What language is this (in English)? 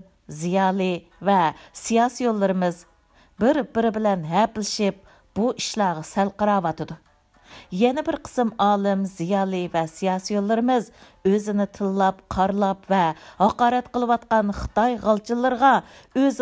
Uyghur